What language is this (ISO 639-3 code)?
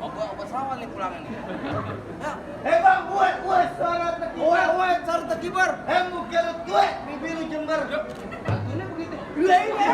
bew